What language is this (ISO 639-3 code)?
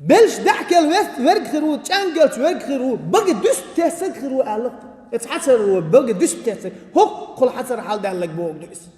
che